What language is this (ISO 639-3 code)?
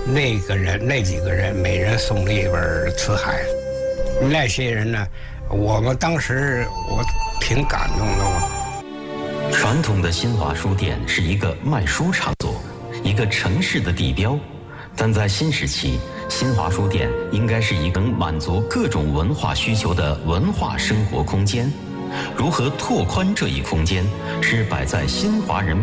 zho